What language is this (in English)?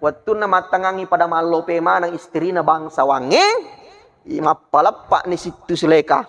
Buginese